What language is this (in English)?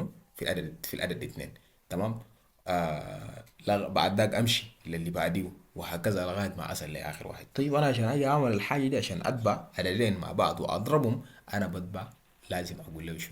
Egyptian Arabic